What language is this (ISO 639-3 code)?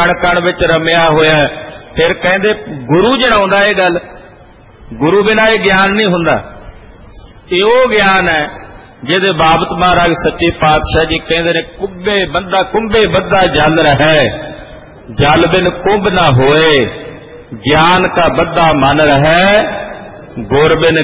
pan